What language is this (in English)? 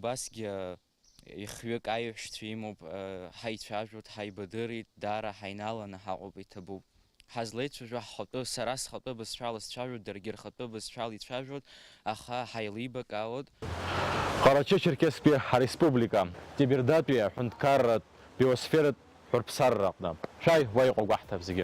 Abkhazian